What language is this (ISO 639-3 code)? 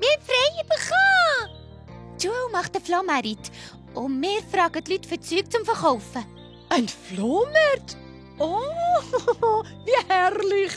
gsw